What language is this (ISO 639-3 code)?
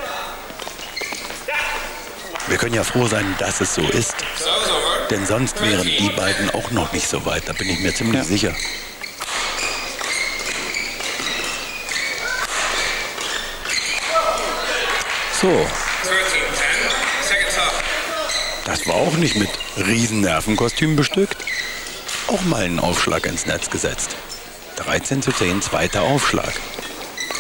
deu